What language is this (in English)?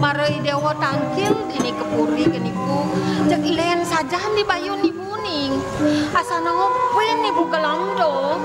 Balinese